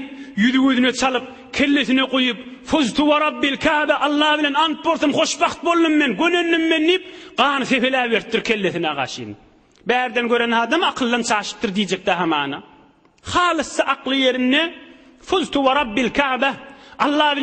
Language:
Turkmen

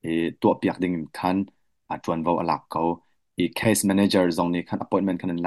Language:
Hakha Chin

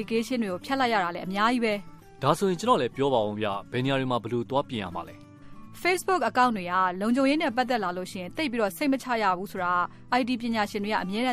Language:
Burmese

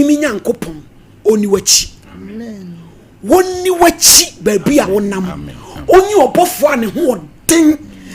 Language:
Akan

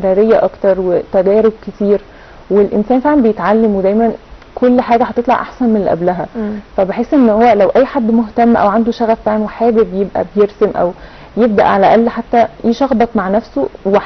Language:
Egyptian Arabic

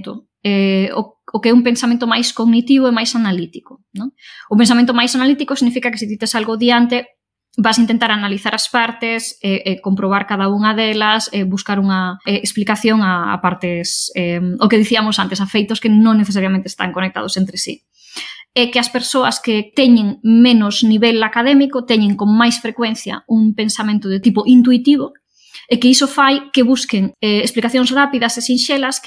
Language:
Galician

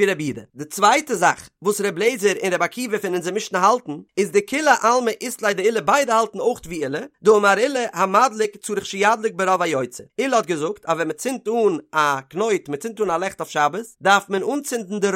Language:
Yiddish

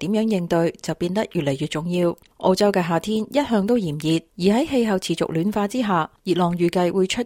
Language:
Cantonese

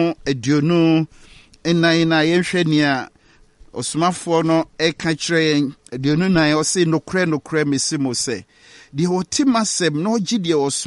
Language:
Akan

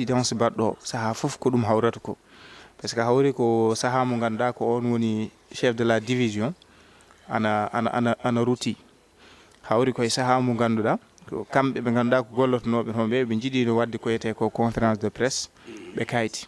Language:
Fula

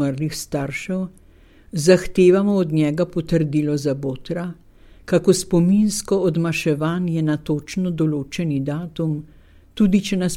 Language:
Slovenian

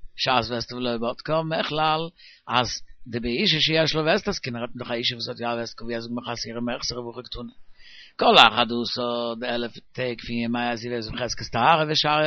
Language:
Yiddish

